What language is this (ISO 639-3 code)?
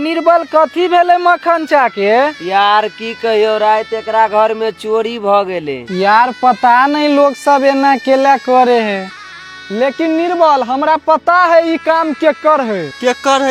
mai